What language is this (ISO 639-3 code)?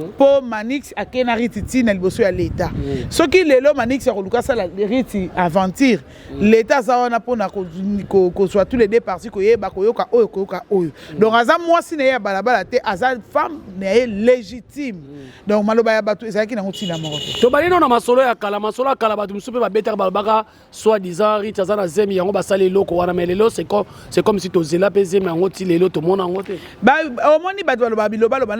lin